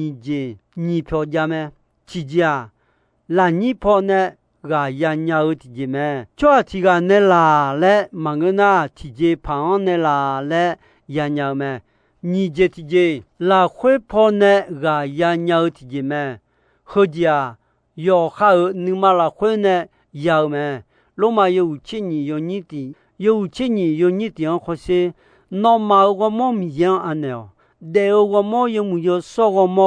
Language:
Akha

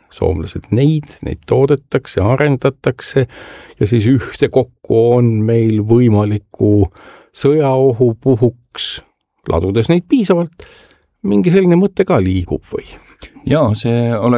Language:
Estonian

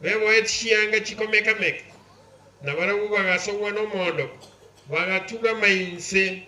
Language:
Gusii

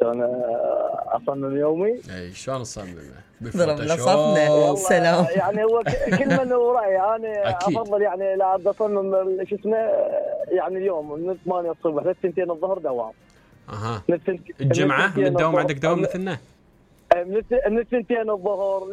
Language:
Mesopotamian Arabic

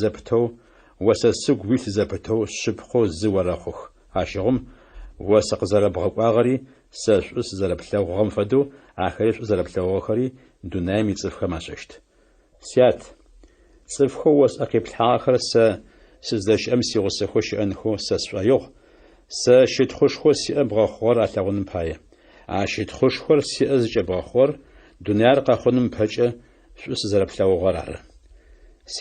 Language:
Adyghe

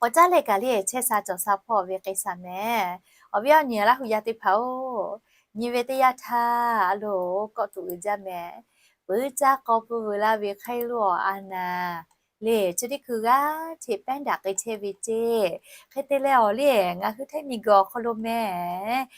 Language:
Lahu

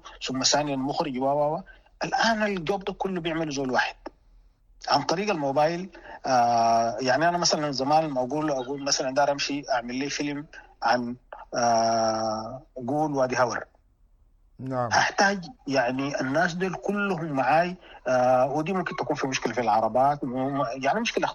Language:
Sudanese Arabic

